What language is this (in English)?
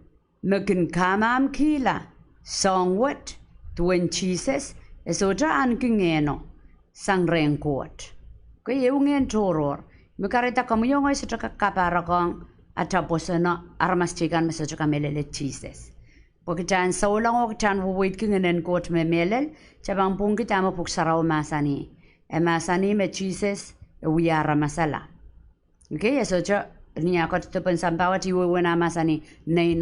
Pohnpeian